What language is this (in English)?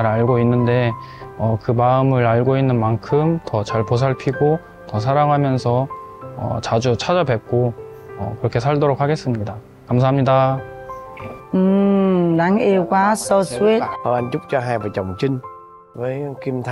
Vietnamese